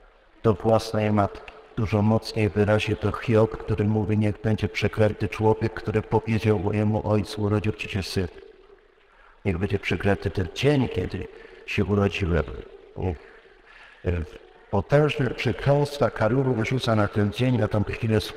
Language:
Polish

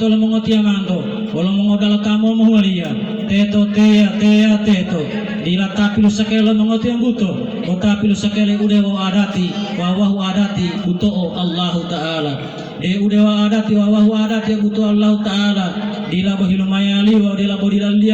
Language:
Gorontalo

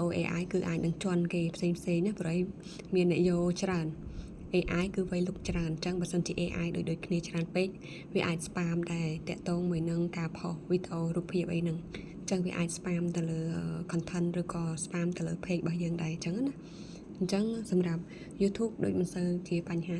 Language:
Khmer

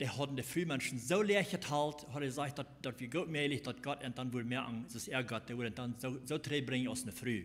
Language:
Plautdietsch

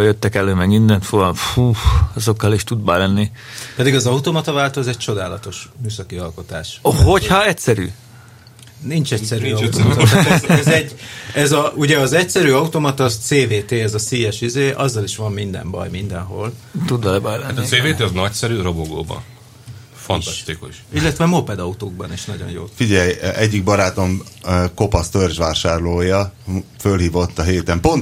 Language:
Hungarian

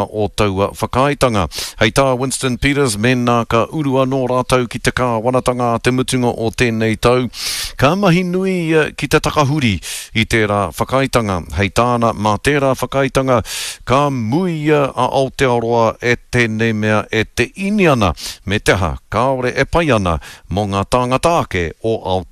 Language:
Māori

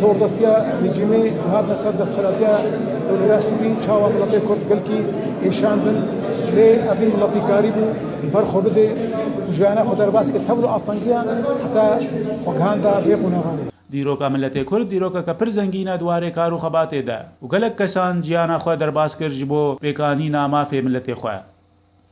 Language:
Kurdish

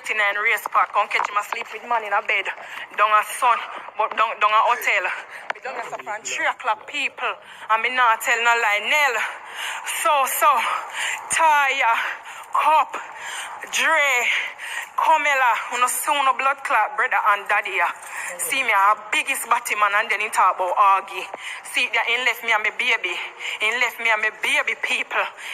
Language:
Jamaican Creole English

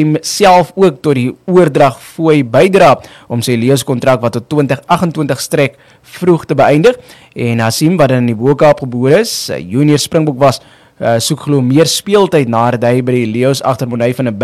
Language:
Afrikaans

